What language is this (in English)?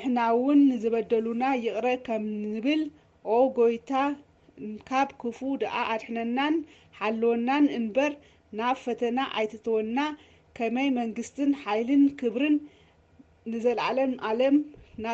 Tigrinya